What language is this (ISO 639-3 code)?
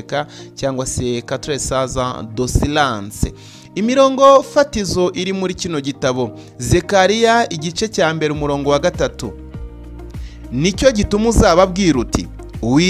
kin